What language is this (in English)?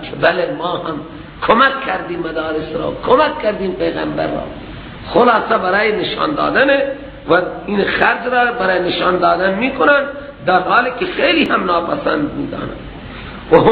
Persian